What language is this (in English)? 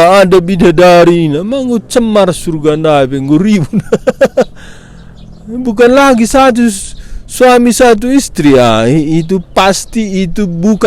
Batak Karo